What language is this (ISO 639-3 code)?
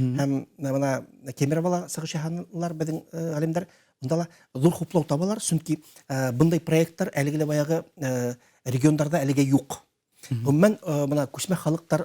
bak